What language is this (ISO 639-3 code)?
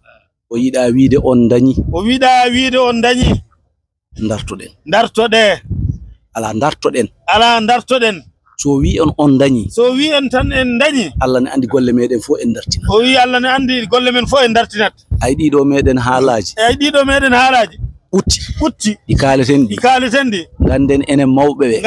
ful